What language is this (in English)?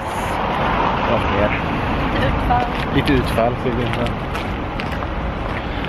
Swedish